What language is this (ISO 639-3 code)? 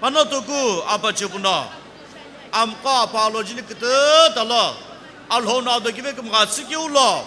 nsm